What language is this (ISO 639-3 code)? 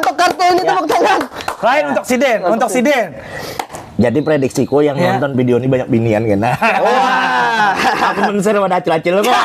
bjn